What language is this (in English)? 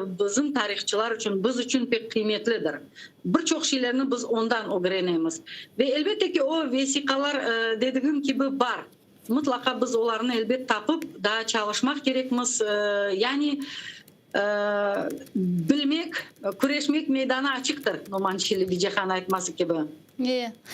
Crimean Tatar